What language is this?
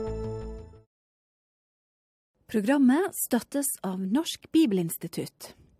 Norwegian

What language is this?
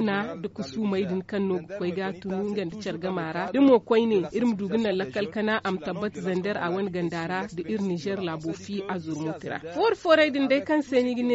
Zarma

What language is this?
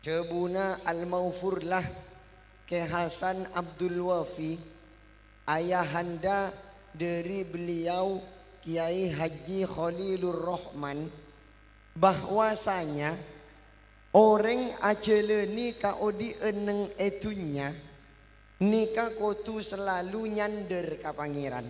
Madurese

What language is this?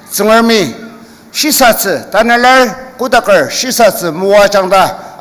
Ao Naga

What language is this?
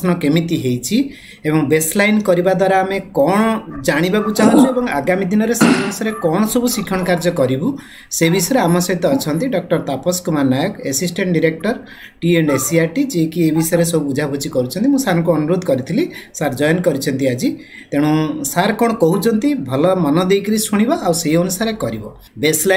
Odia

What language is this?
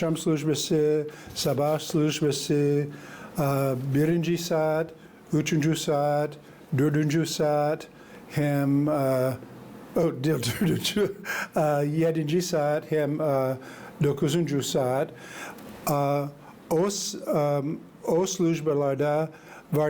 Gagauz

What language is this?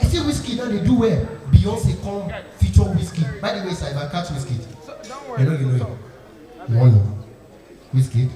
Nigerian Pidgin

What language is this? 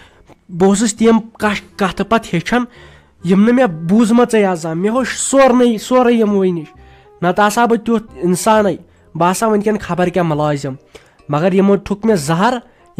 Kashmiri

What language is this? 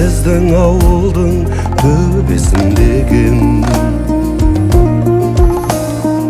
Kazakh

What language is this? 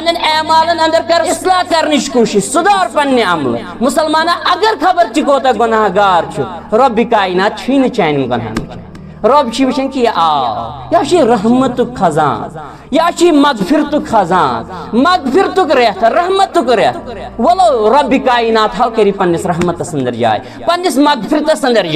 Kashmiri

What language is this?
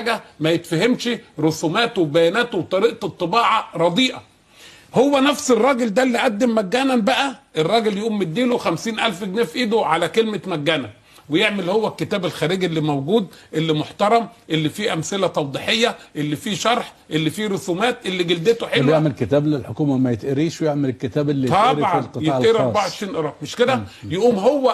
Egyptian Arabic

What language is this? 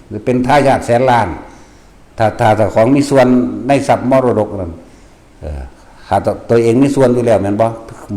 Northeastern Thai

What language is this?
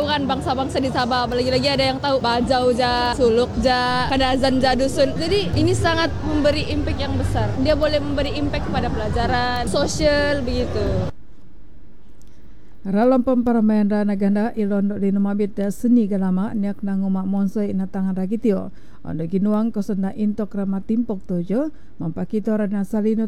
Malay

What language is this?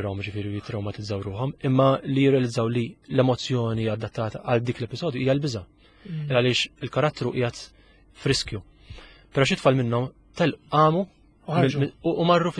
Maltese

